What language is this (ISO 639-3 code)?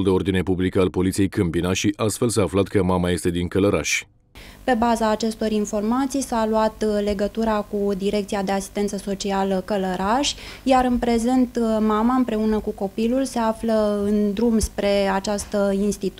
ron